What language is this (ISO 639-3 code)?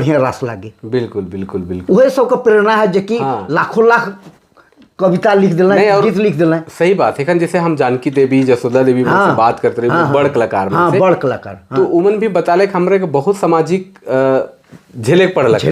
sck